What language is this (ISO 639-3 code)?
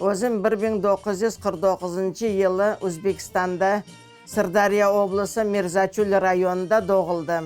crh